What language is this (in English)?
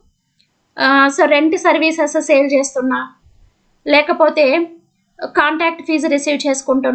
Telugu